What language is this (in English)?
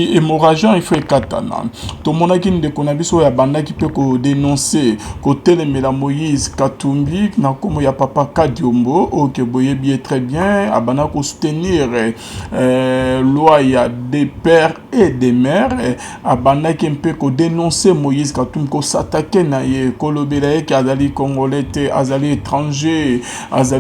Lingala